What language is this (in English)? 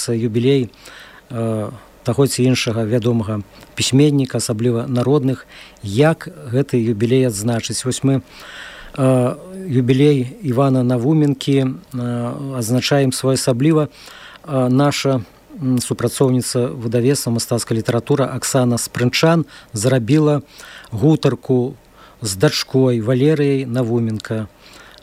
Belarusian